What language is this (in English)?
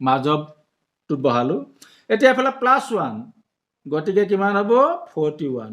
Assamese